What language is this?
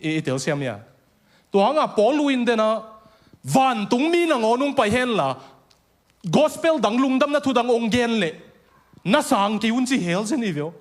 Tedim Chin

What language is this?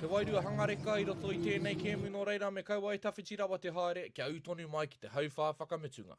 Māori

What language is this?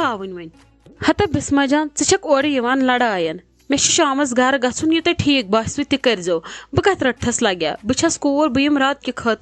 Kashmiri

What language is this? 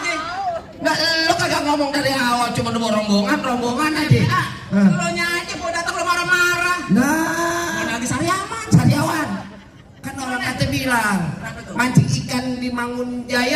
Betawi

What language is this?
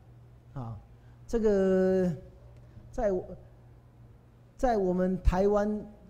Chinese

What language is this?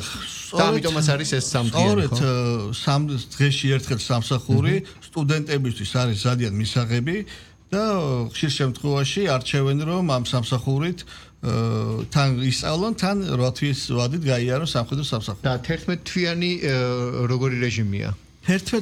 Georgian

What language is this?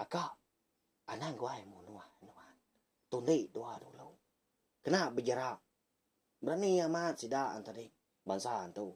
Iban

